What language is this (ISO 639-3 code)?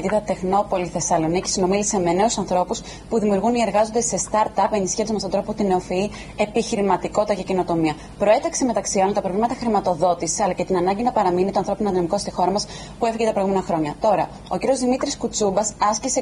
ell